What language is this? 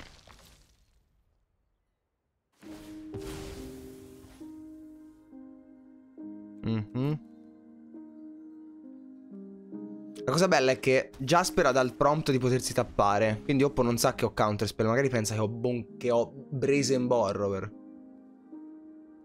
Italian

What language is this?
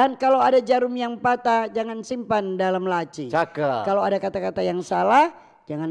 Manado Malay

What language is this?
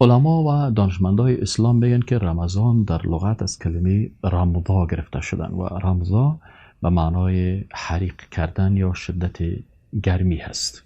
Persian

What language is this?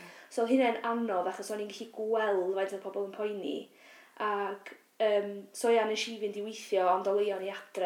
Welsh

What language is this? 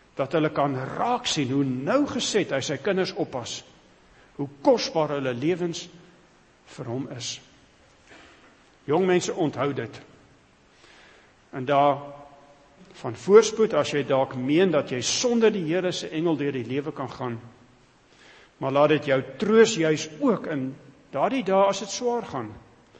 Afrikaans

